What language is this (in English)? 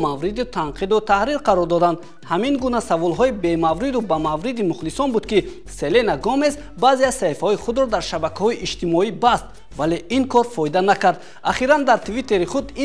Tajik